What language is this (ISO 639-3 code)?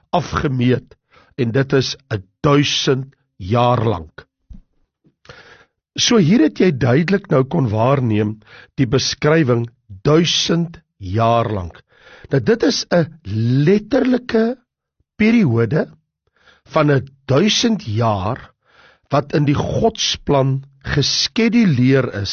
afr